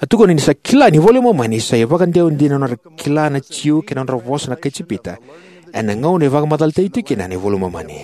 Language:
Fijian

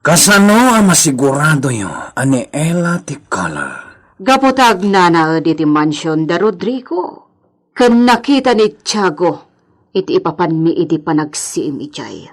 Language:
Iloko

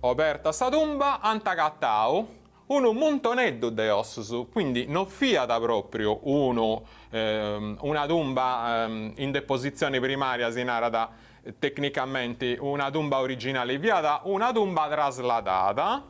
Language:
Sardinian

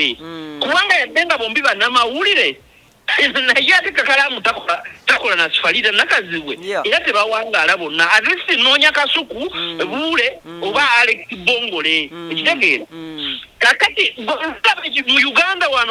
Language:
Ganda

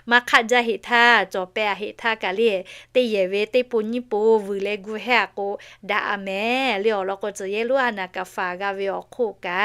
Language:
Lahu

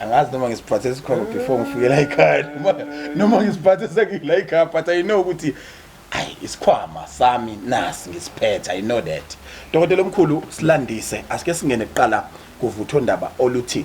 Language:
Zulu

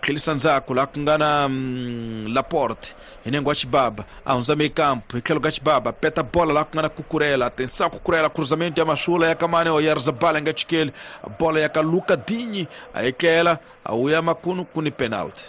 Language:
Tsonga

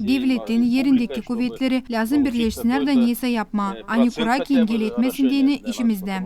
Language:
Gagauz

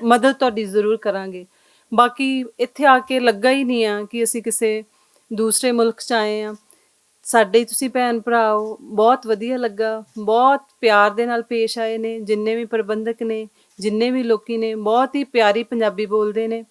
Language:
Western Panjabi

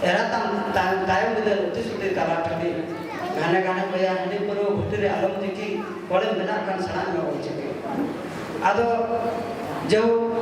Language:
Santali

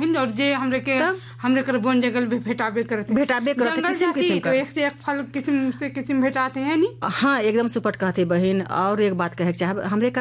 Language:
Sadri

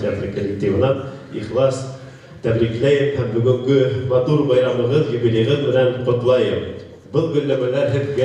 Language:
Bashkir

